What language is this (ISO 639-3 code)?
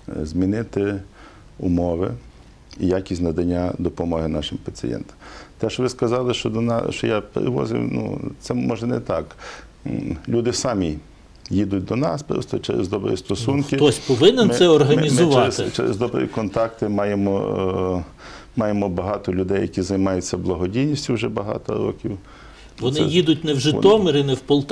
ukr